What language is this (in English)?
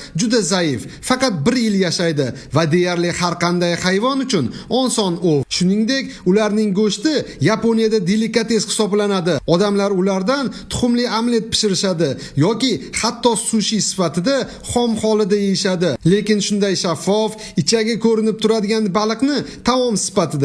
Uzbek